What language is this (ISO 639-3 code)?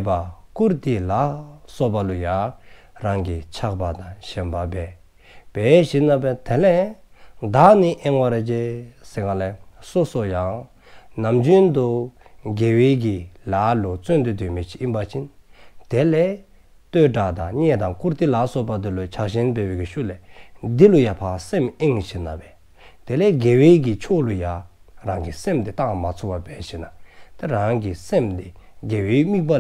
dzo